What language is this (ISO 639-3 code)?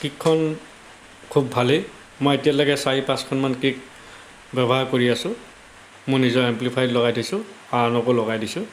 asm